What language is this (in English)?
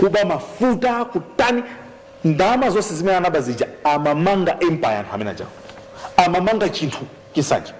Nyanja